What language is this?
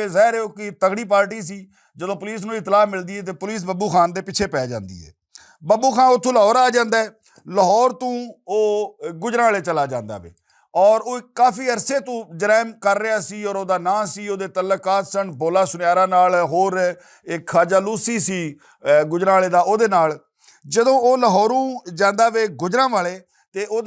Western Panjabi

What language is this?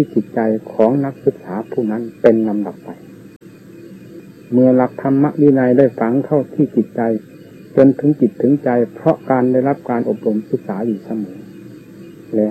Thai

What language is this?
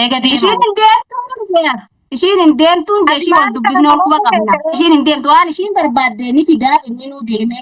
Oromo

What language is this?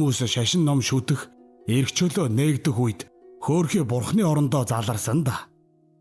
Mongolian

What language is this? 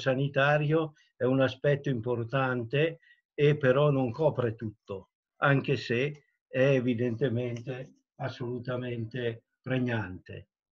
Italian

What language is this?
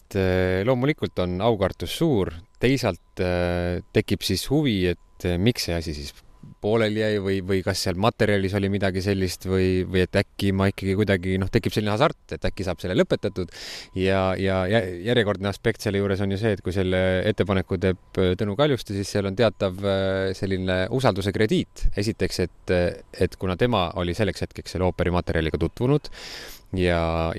Estonian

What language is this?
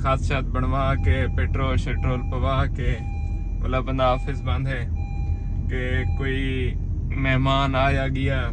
Saraiki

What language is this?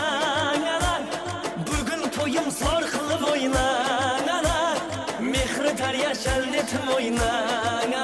Kara-Kalpak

